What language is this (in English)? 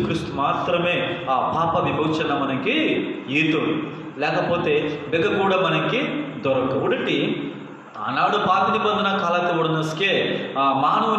Koya